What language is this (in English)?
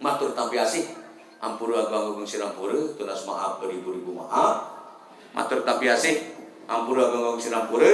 Sasak